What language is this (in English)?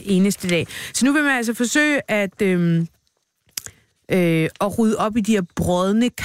Danish